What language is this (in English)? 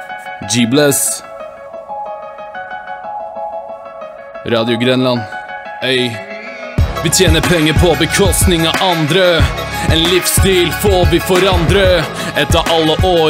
Norwegian